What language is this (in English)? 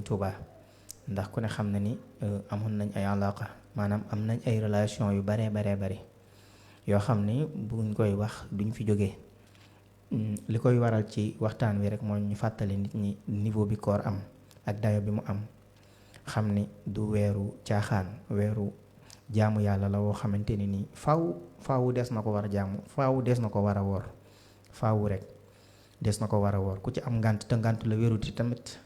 Wolof